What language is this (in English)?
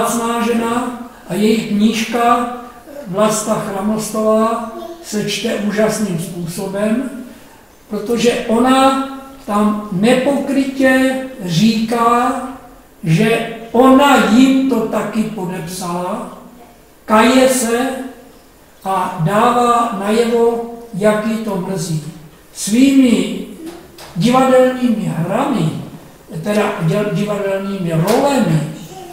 Czech